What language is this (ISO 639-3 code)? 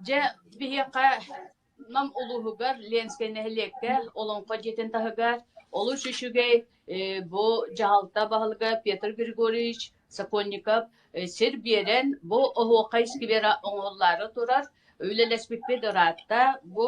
sah